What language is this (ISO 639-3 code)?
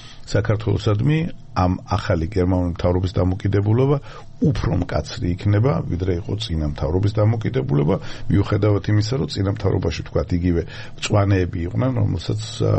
kat